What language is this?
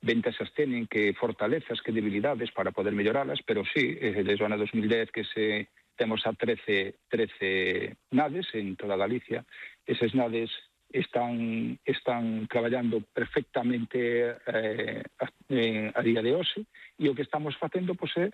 Galician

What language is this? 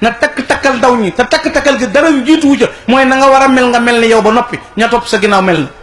Wolof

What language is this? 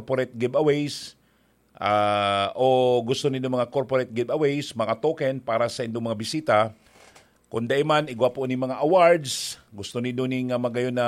Bikol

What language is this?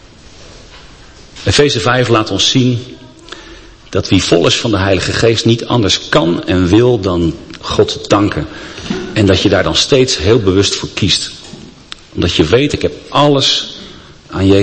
Dutch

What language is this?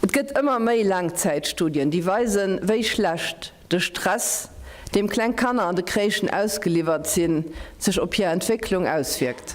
Luxembourgish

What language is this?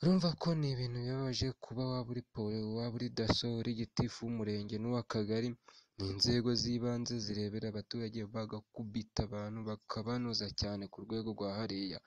Kinyarwanda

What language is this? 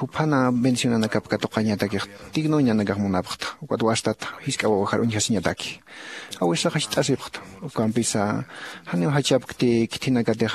Aymara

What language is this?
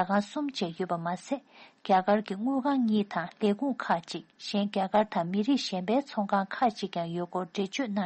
Tibetan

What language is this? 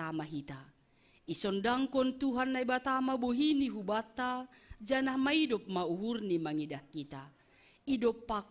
Batak Simalungun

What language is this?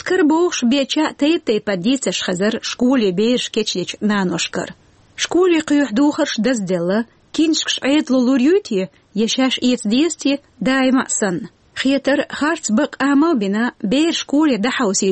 Chechen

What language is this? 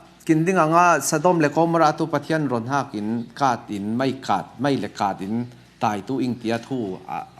Falam Chin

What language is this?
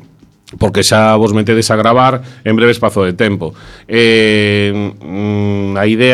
Galician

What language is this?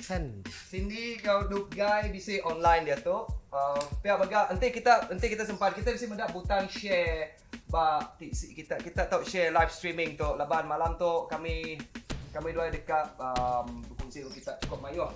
Iban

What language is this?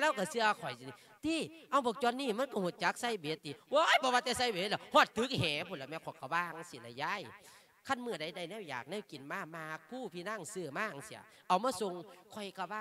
Lao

